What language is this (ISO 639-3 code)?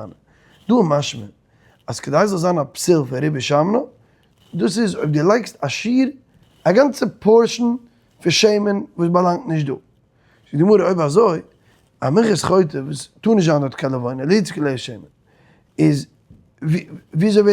yid